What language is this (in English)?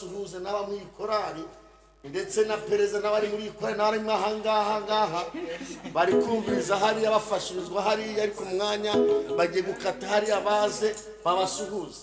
Kinyarwanda